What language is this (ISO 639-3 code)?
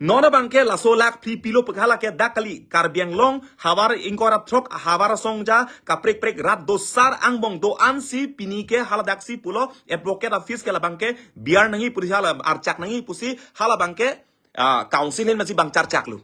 mjw